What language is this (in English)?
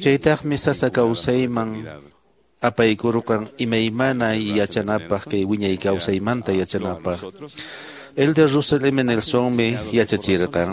Quechua